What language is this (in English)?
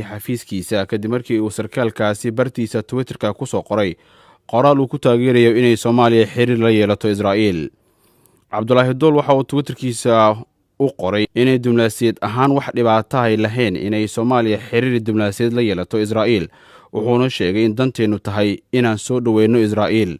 Somali